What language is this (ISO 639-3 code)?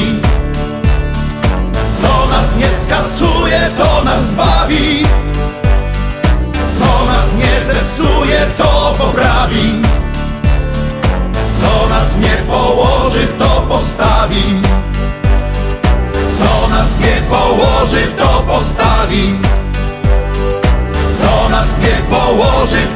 pol